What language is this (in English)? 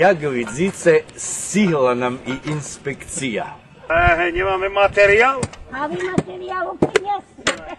Rusyn